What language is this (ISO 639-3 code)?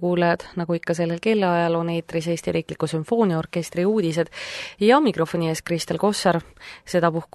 est